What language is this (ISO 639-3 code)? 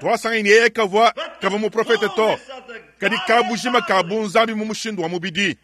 lua